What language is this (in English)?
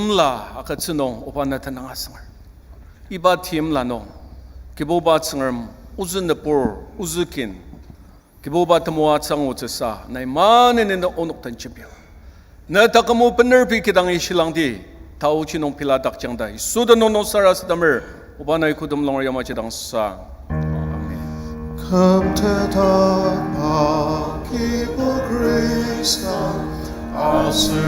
Ao Naga